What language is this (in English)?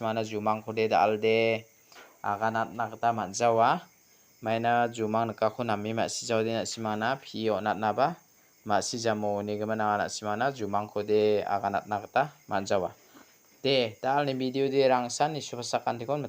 Garo